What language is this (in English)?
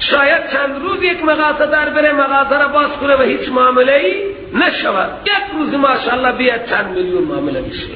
Persian